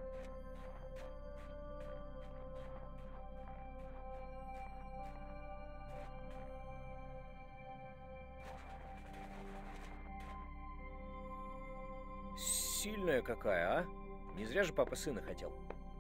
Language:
Russian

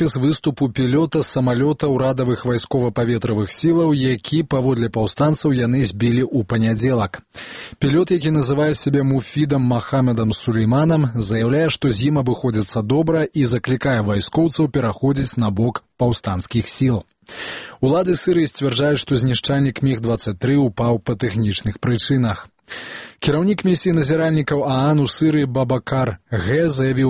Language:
Belarusian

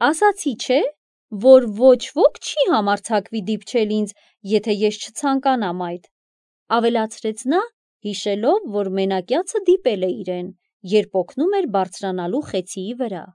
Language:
Armenian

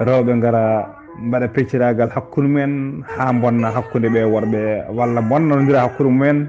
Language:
Fula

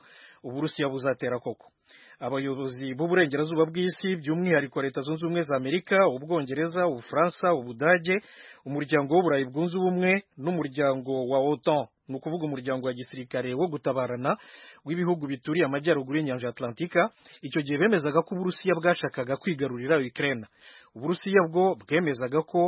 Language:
Kinyarwanda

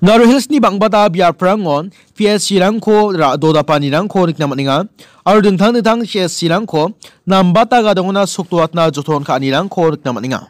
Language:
Garo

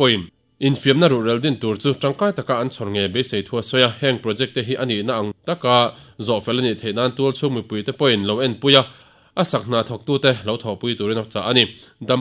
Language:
Mizo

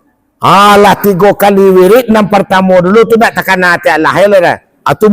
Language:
Minangkabau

